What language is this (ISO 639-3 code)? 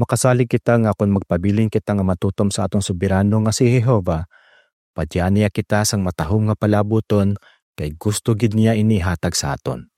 hil